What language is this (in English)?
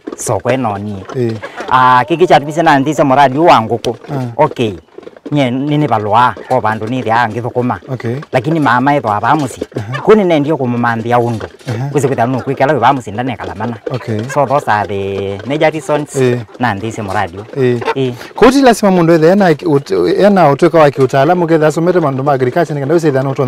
Kamba